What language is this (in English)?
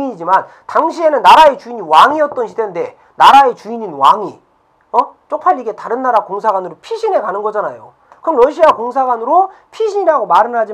Korean